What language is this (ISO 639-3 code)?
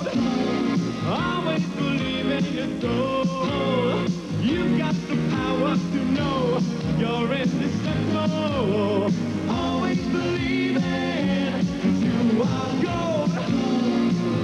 eng